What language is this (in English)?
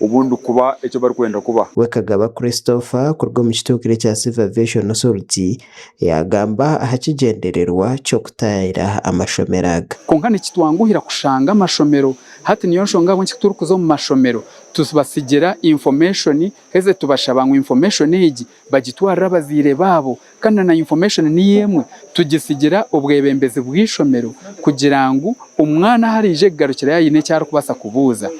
Nyankole